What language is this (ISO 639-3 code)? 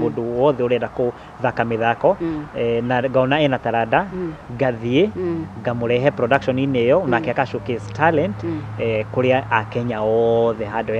kik